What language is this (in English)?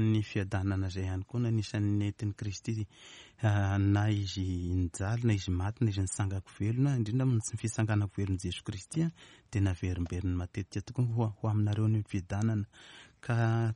Malagasy